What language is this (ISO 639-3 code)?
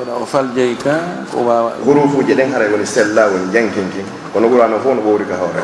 ful